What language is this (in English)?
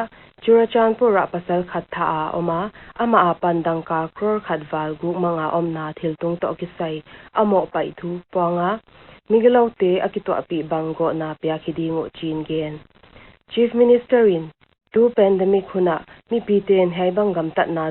Paite Chin